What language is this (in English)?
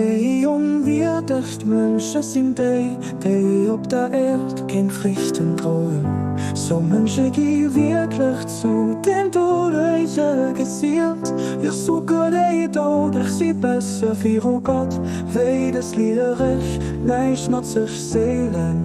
Luxembourgish